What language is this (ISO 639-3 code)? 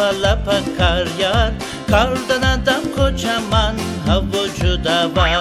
tur